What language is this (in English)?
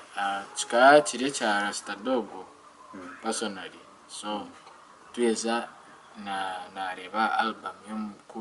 Nyankole